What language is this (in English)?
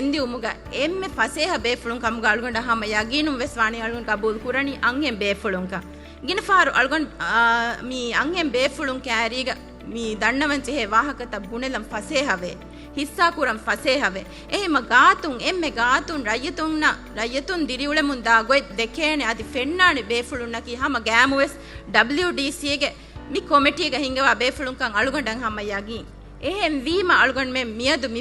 Divehi